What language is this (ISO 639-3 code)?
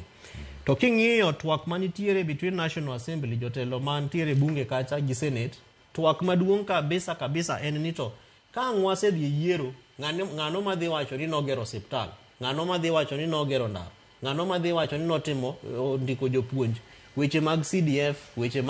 luo